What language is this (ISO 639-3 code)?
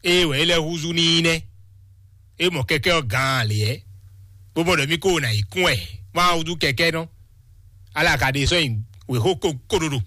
fon